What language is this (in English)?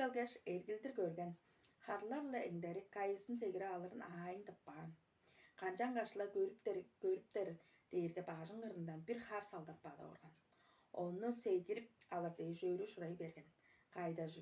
Tuvinian